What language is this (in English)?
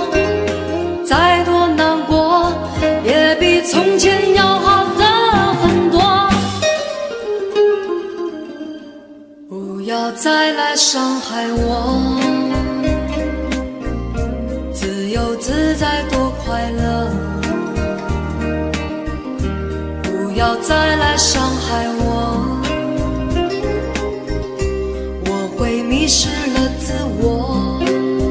Chinese